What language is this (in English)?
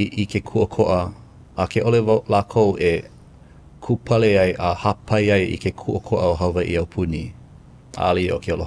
Hawaiian